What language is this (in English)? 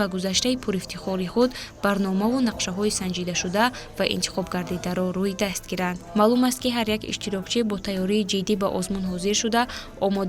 Tajik